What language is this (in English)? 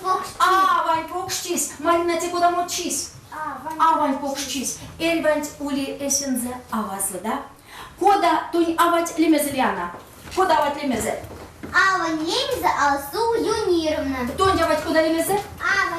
Erzya